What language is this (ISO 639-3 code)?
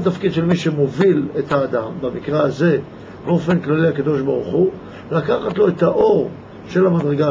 heb